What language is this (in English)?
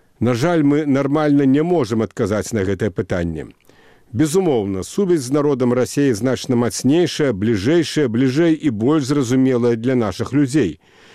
Belarusian